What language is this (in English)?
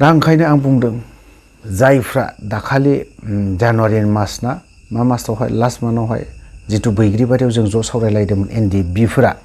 Bodo